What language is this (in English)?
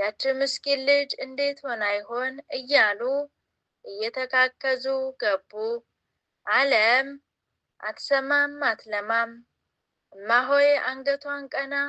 Amharic